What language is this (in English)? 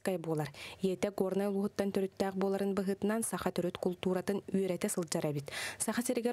Yakut